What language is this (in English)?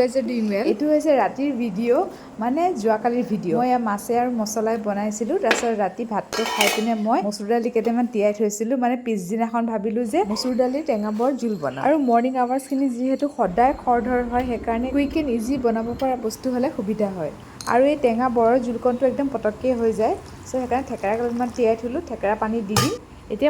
Assamese